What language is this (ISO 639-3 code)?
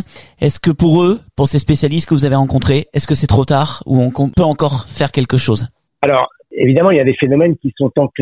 fra